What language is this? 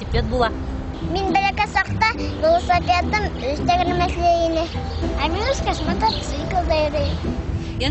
Bashkir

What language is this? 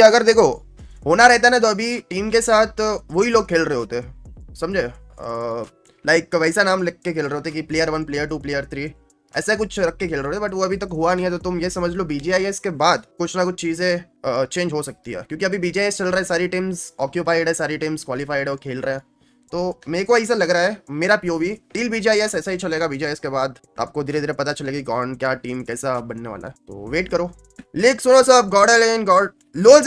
Hindi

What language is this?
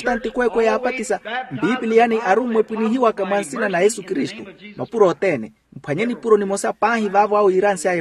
Makhuwa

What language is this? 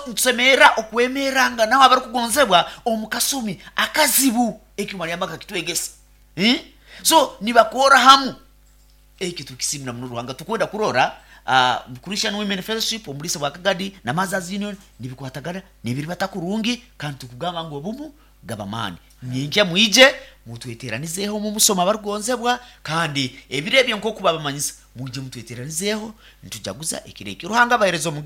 Nyoro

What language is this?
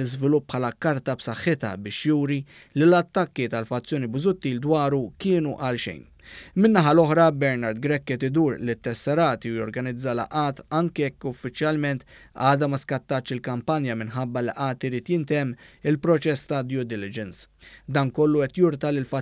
Maltese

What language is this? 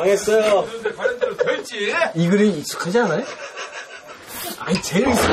Korean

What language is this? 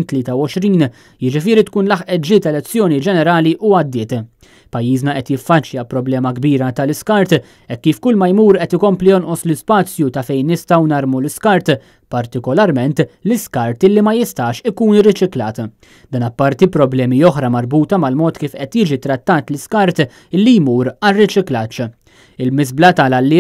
Maltese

